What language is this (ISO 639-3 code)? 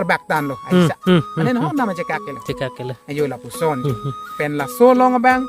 mjw